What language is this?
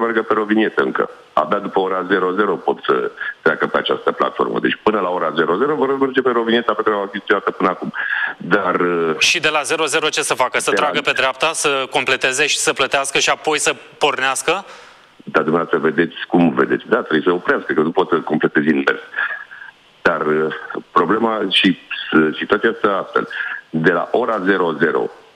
Romanian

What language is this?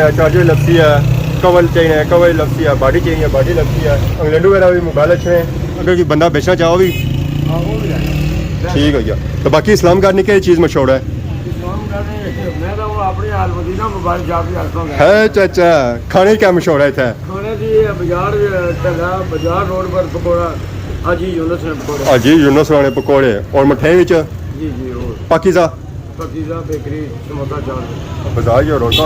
Pahari-Potwari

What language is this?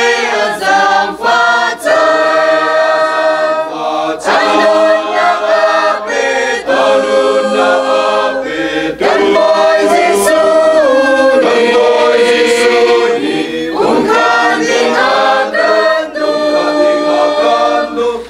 Hakha Chin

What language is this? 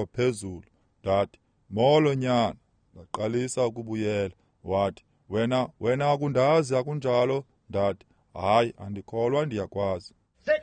Xhosa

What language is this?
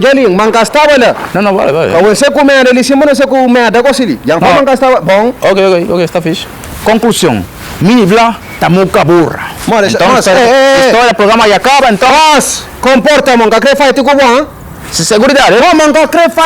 Kabuverdianu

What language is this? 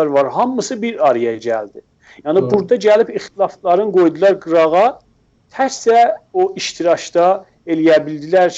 South Azerbaijani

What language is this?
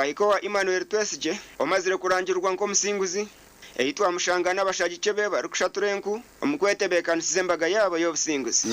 Nyankole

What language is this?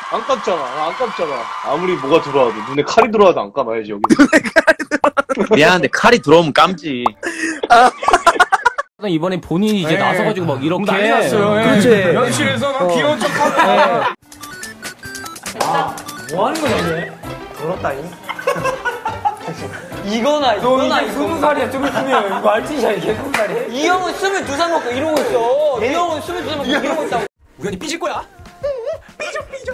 Korean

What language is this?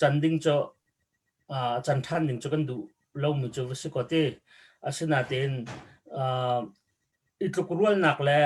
Hakha Chin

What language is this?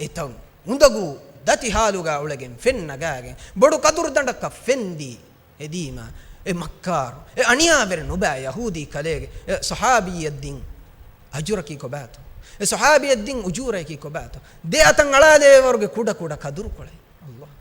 Divehi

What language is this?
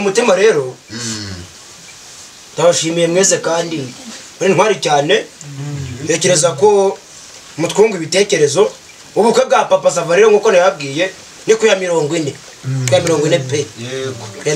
Kinyarwanda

